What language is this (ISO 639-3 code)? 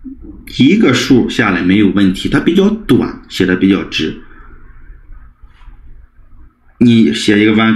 zho